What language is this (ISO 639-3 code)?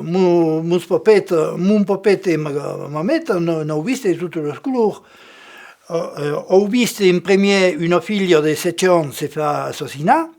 oci